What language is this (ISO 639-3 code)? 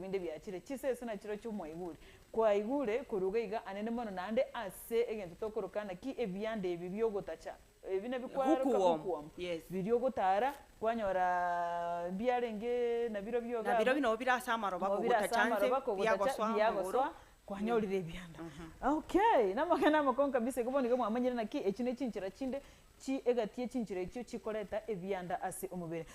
guz